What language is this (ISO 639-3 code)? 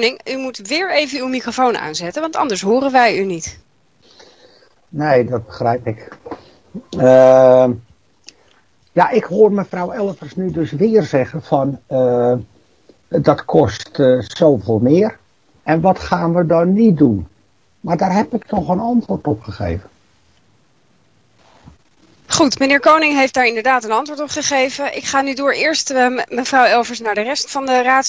nld